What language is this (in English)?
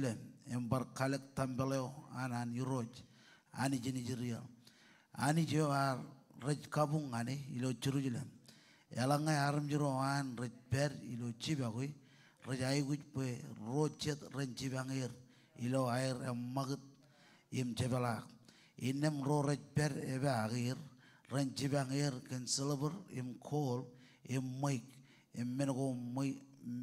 Marshallese